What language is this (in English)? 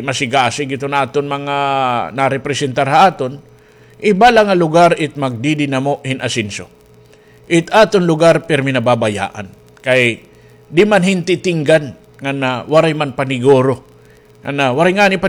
Waray